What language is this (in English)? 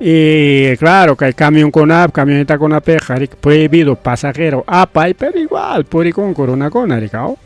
Ayacucho Quechua